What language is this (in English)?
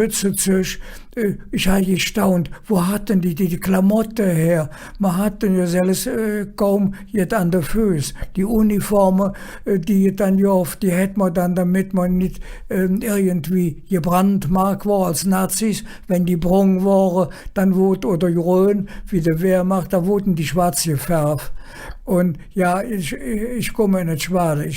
Colognian